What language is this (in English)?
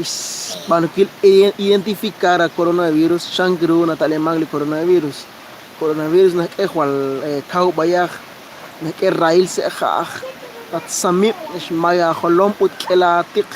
Kekchí